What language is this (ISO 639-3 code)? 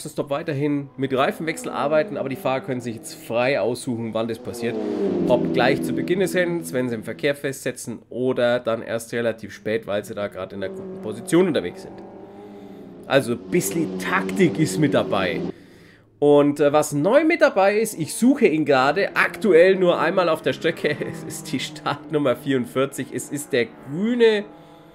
deu